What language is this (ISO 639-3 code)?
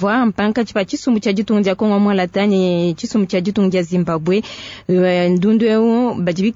lua